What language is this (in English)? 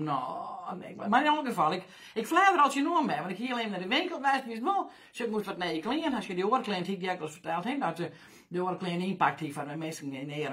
Western Frisian